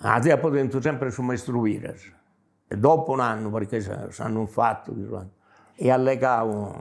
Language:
Sardinian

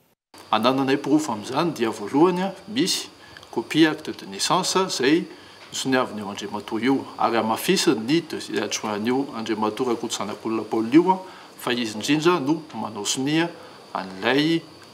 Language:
Malagasy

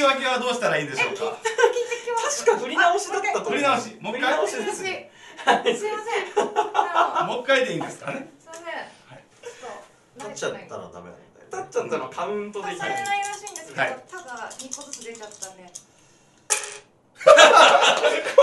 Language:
Japanese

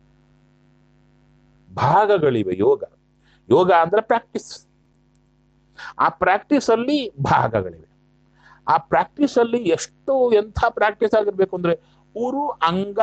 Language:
Kannada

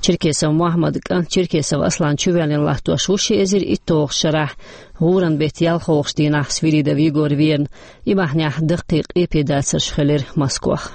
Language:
Chechen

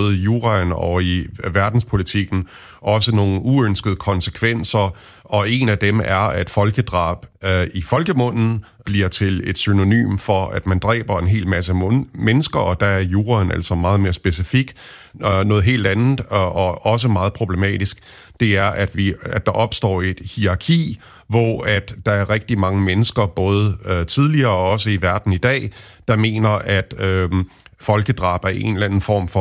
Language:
Danish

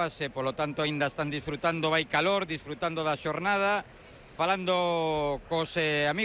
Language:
Galician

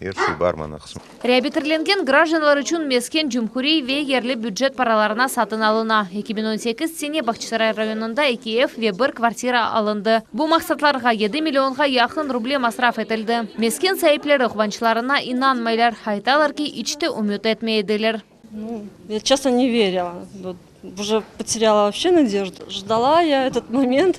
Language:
Crimean Tatar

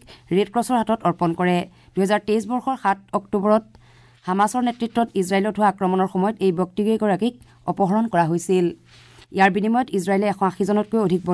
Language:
Assamese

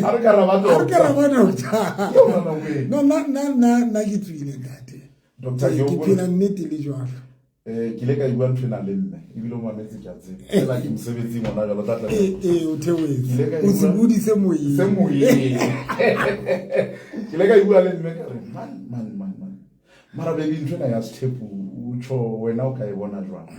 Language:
Southern Sotho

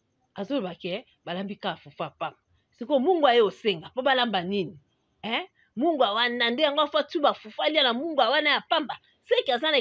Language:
Lingala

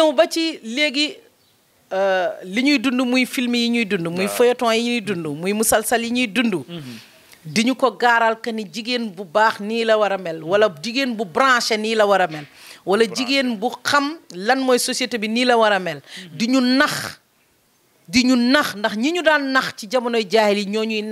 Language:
Wolof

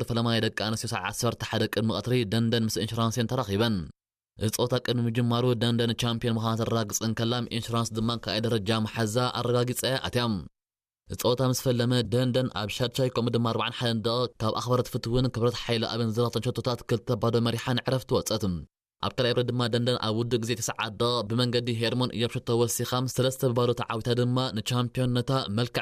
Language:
Tigrinya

